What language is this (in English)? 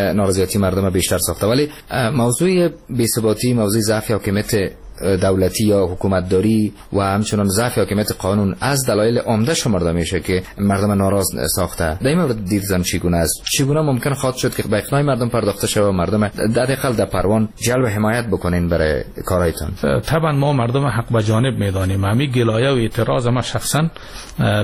Persian